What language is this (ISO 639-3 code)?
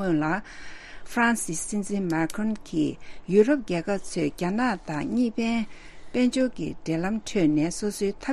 bod